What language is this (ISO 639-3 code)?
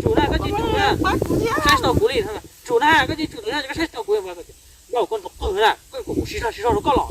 hmn